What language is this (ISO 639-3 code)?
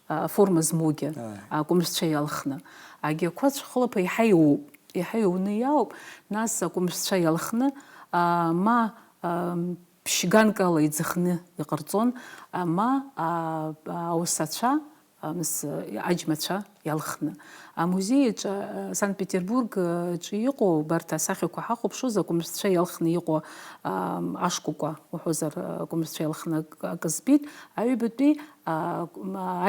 abk